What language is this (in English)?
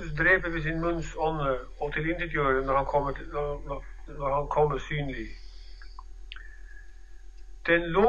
Norwegian